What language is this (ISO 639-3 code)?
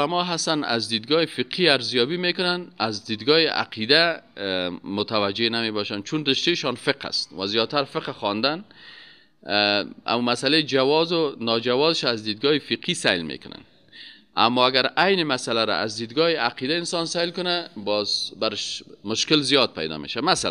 fas